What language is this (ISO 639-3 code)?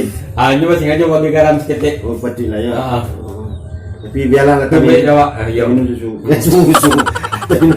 min